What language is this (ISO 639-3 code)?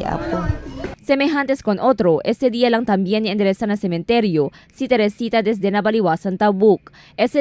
cbk